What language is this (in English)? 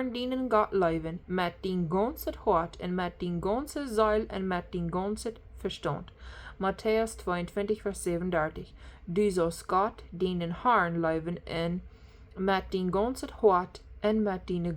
Plautdietsch